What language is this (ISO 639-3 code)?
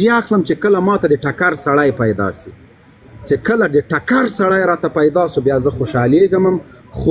pus